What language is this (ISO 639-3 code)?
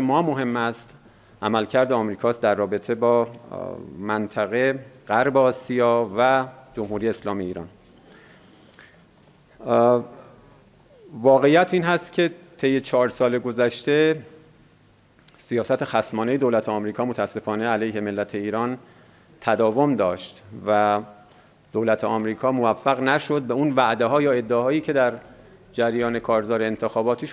fas